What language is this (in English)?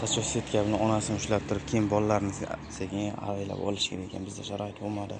Uzbek